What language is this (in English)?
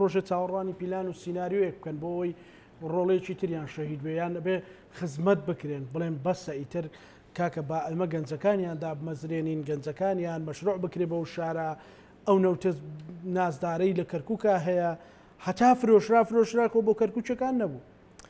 Central Kurdish